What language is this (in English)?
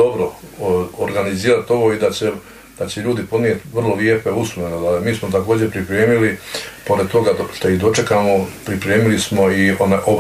Bosnian